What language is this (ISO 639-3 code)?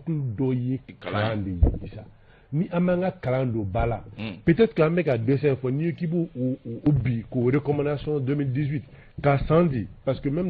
bam